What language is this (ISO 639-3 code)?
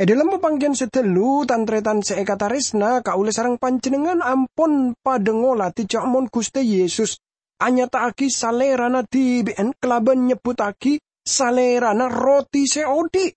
mad